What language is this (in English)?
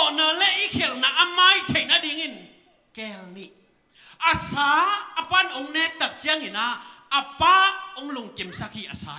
Tedim Chin